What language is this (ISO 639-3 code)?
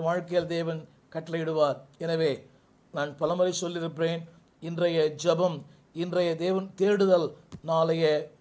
tam